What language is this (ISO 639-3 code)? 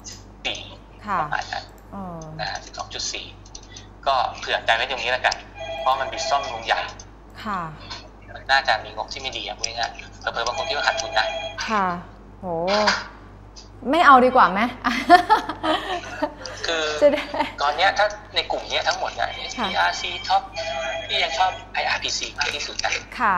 tha